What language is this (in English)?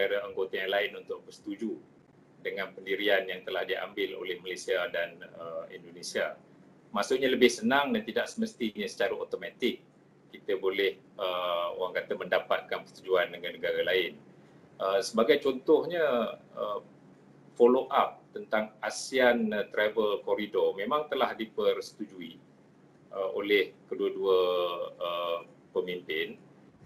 Malay